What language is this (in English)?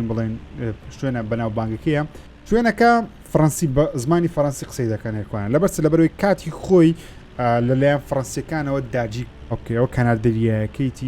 Central Kurdish